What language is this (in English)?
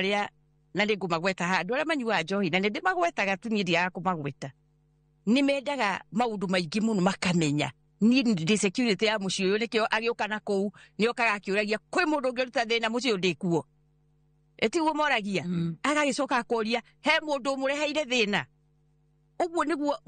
Kikuyu